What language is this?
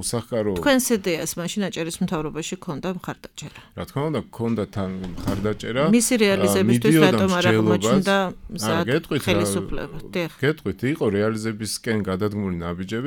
Georgian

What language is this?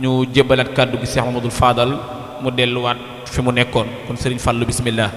Wolof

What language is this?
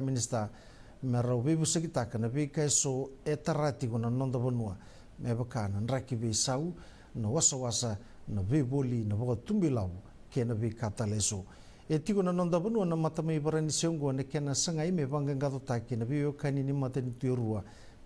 Fijian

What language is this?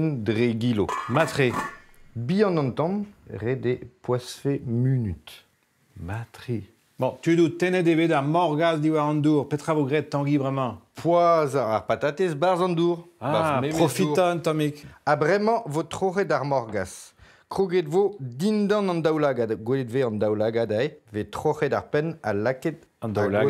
Breton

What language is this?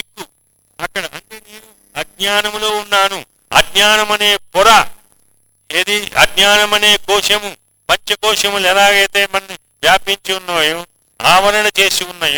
Telugu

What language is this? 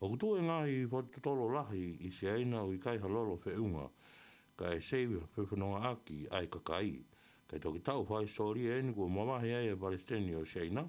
Tongan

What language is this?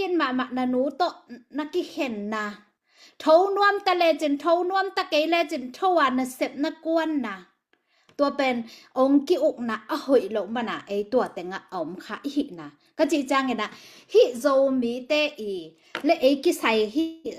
Tedim Chin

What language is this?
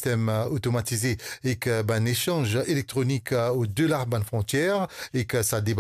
Morisyen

